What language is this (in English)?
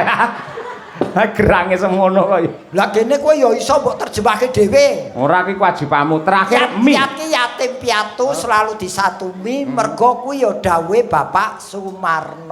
Javanese